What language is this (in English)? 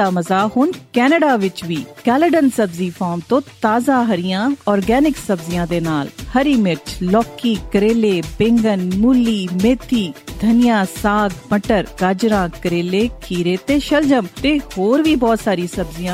Punjabi